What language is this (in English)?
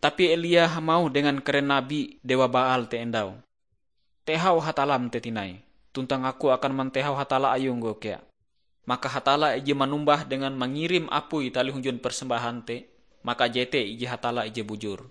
Ngaju